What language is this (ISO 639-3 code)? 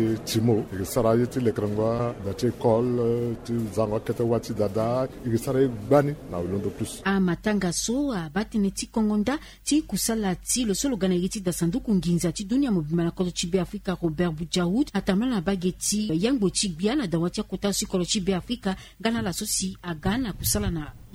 sag